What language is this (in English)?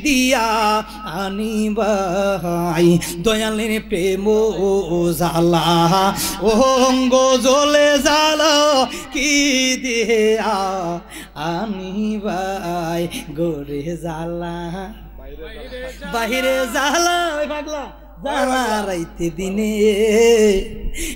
Bangla